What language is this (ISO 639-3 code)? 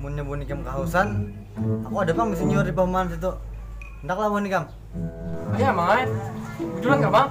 bjn